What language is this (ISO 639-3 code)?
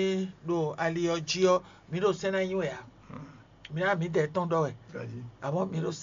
fon